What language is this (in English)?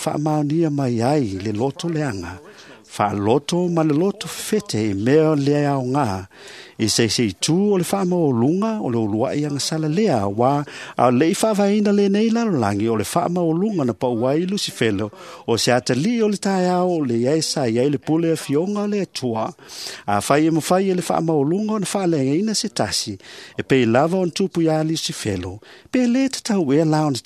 Samoan